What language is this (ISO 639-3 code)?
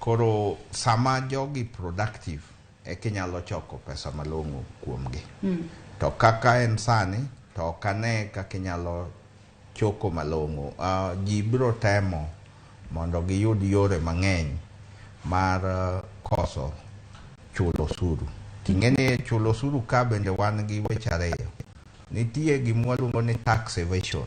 luo